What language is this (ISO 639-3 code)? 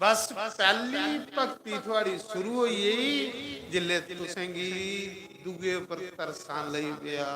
doi